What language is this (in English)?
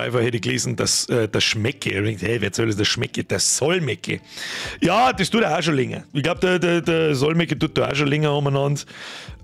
Bavarian